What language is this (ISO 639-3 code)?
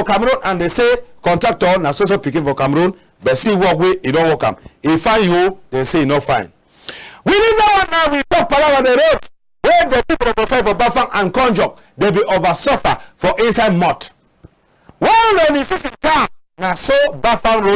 wes